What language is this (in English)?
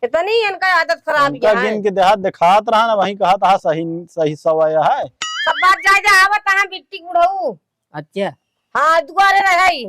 Awadhi